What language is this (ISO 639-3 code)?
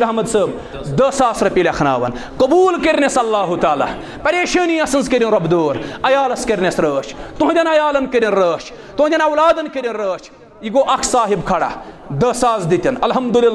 kas